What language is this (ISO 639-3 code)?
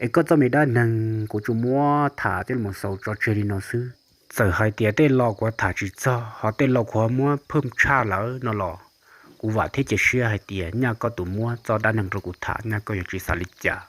hmn